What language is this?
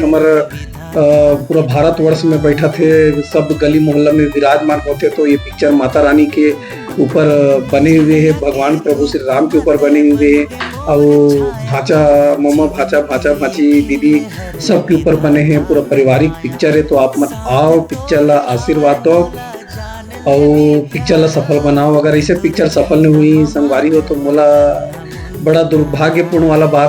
Chhattisgarhi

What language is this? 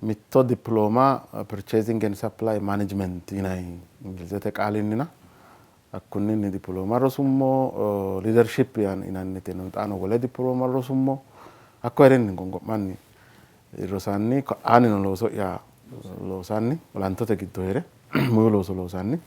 Sidamo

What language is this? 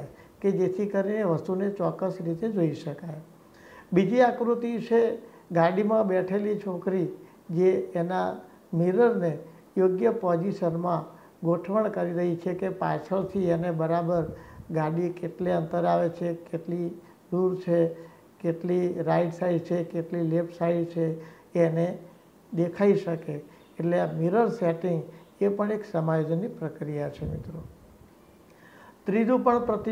Gujarati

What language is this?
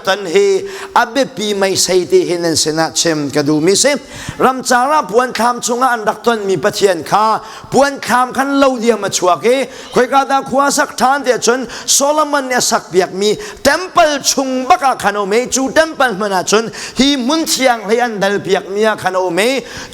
Hakha Chin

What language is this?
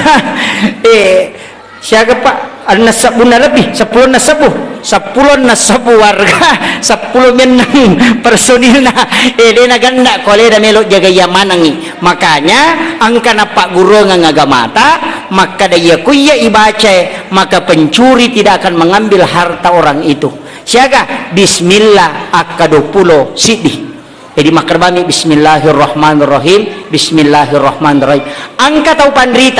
Buginese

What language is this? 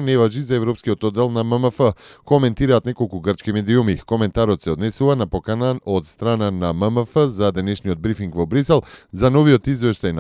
Macedonian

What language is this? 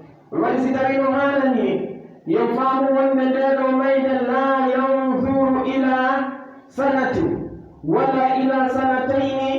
Pular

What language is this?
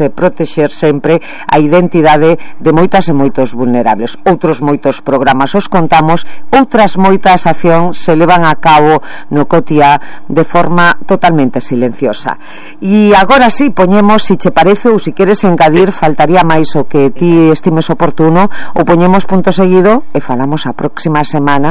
Galician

